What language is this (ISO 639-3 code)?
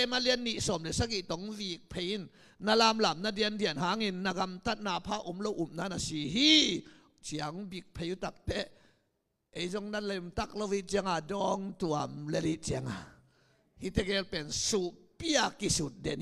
ctd